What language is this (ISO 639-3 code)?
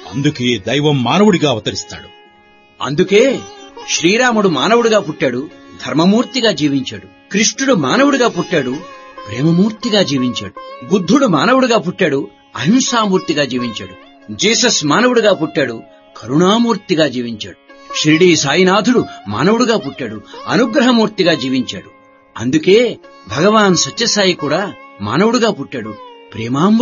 tel